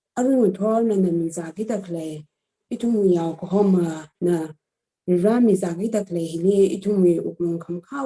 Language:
Tangkhul Naga (India)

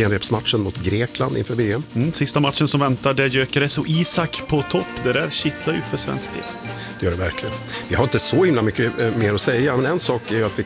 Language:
Swedish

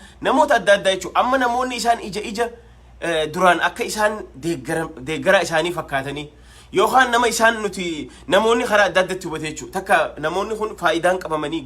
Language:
Oromo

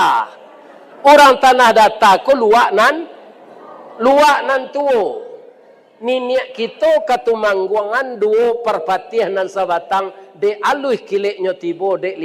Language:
Minangkabau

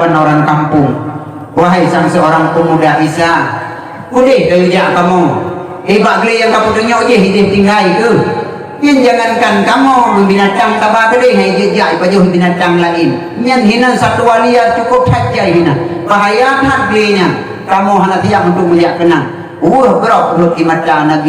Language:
Achinese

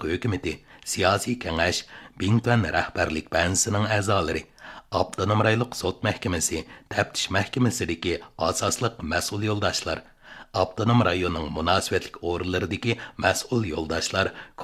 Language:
Uyghur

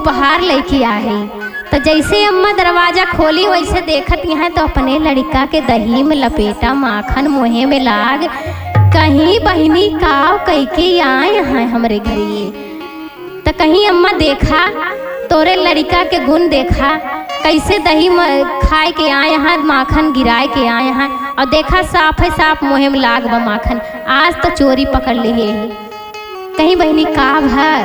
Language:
Awadhi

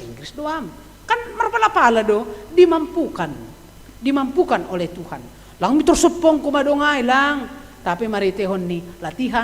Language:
Batak Simalungun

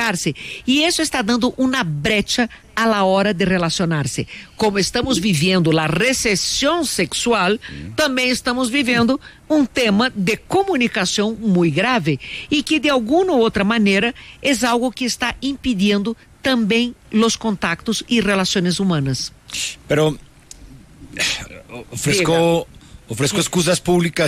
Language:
Spanish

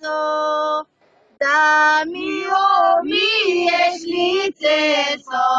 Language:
Bulgarian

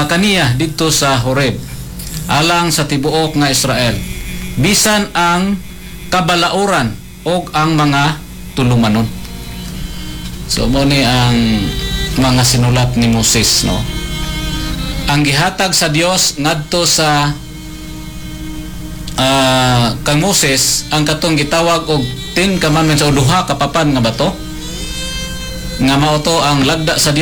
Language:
Cebuano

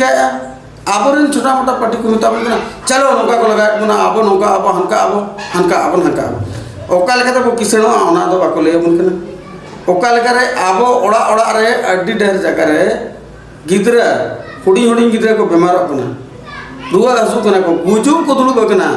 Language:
Santali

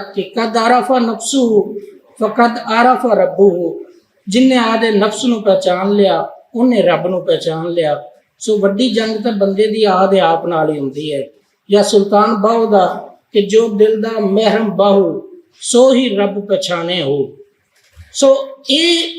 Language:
Western Panjabi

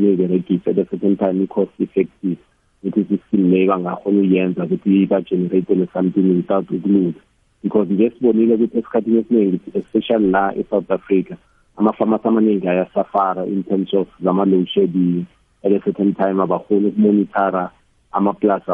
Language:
South Ndebele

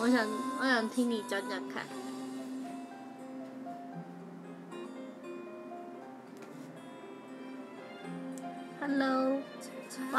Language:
Chinese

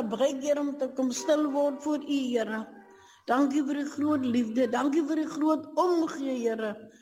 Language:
Afrikaans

